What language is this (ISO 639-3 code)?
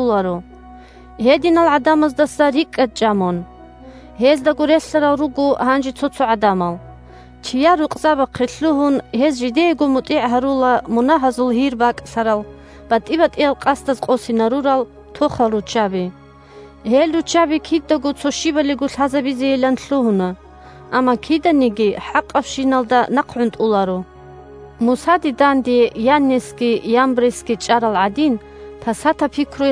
ava